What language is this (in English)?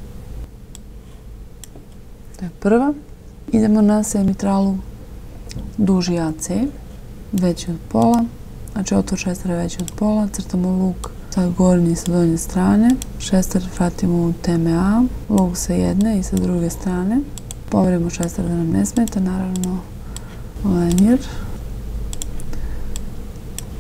Serbian